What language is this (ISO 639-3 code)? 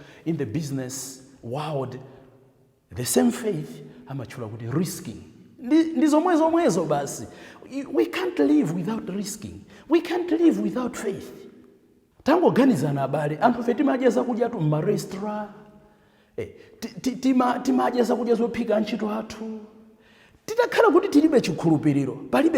nya